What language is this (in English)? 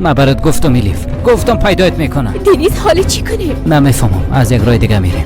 Persian